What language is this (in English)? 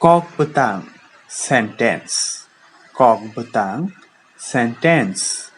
Kok Borok